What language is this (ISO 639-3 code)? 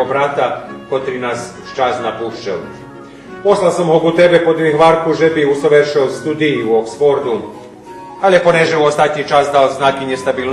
rue